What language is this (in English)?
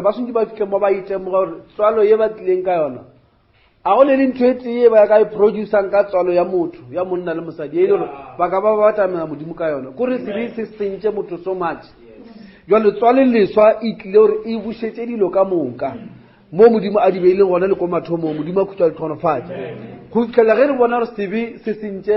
Northern Sotho